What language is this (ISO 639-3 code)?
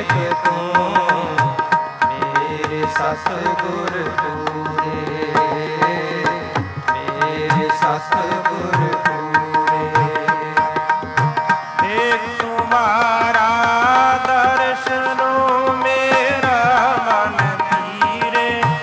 pan